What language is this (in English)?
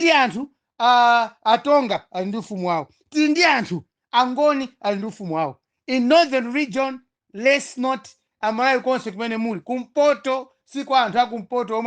Nyanja